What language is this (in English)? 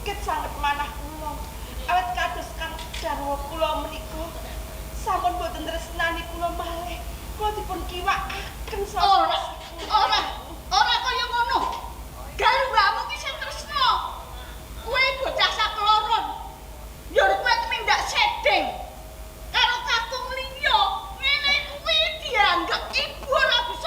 Javanese